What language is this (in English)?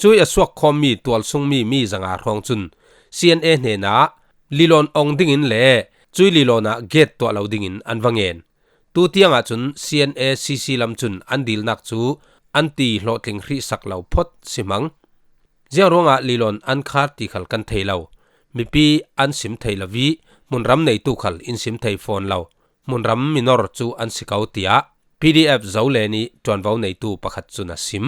Falam Chin